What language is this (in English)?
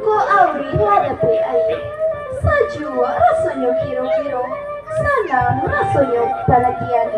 Minangkabau